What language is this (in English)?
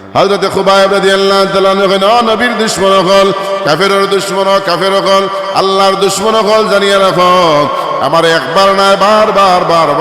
Sylheti